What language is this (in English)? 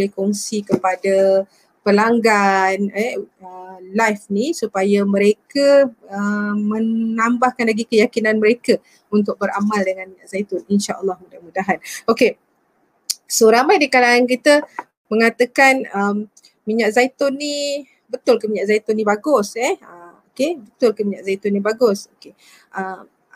Malay